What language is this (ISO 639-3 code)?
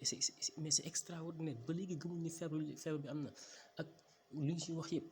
wol